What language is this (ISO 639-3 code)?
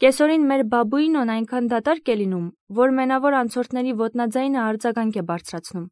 hye